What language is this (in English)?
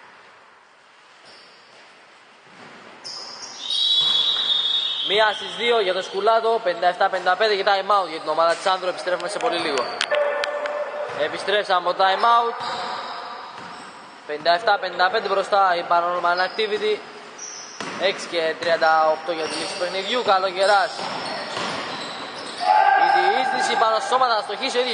Greek